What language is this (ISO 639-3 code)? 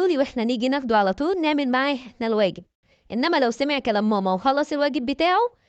arz